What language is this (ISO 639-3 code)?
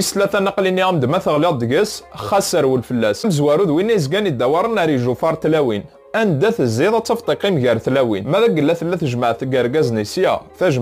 kab